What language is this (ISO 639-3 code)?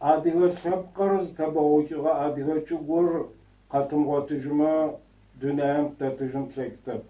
ady